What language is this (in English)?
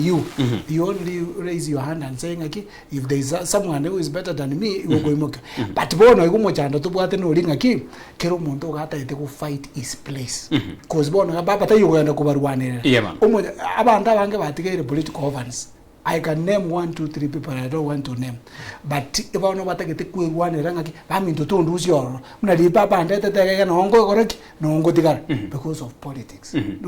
Gusii